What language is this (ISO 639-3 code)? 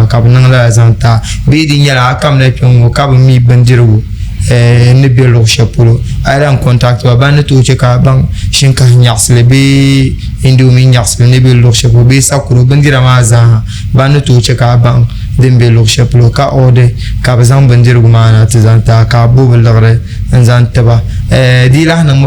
dag